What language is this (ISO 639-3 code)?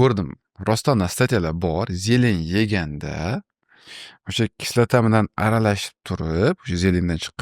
uzb